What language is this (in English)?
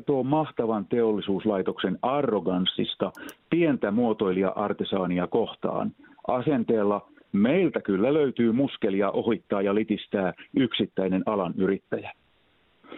Finnish